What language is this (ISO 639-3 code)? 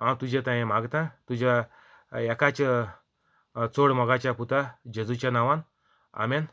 kok